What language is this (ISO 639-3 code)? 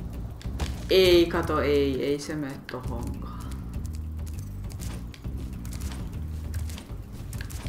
fin